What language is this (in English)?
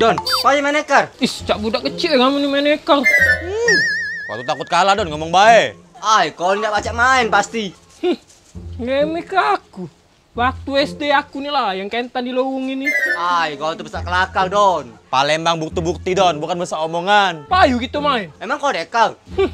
Musi